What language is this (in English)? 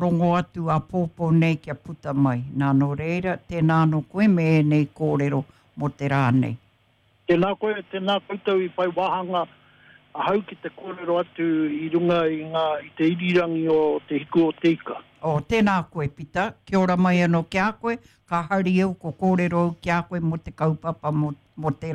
Māori